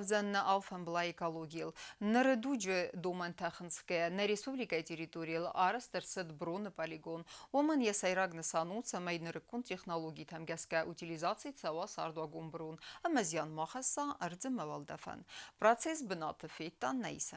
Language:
Ossetic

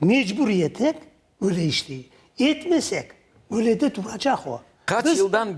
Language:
Crimean Tatar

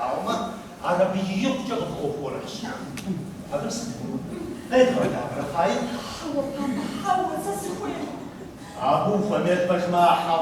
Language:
Kabardian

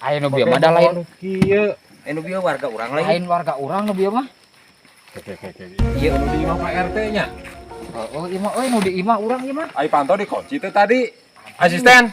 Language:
Sundanese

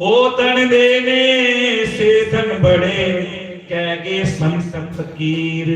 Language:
Dogri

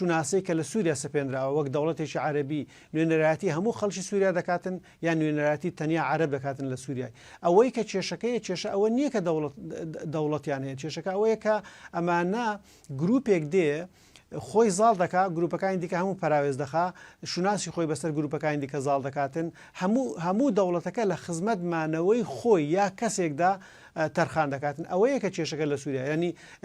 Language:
Central Kurdish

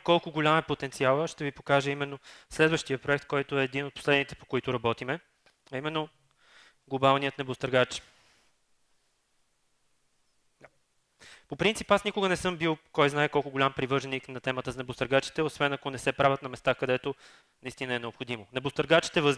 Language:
Bulgarian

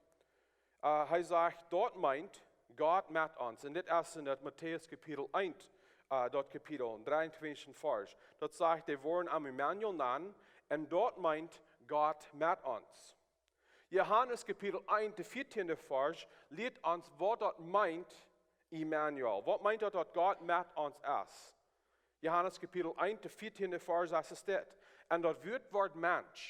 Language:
Plautdietsch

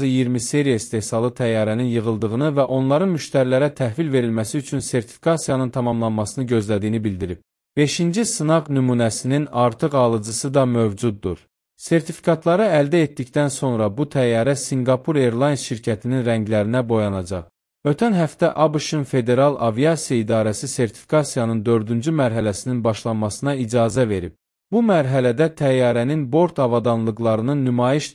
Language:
Azerbaijani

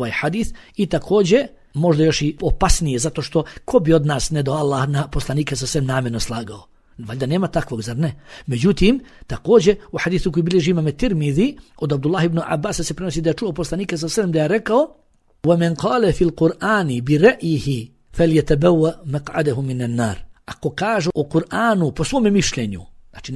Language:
Bosnian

